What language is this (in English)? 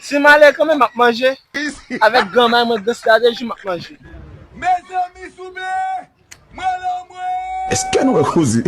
Haitian Creole